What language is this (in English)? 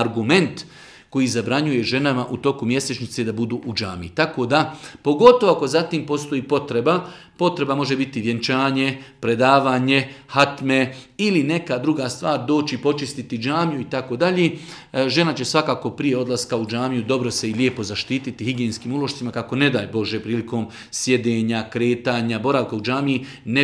Bosnian